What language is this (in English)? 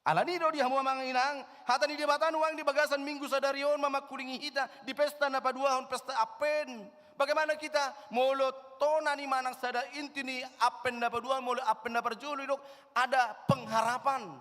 Batak Toba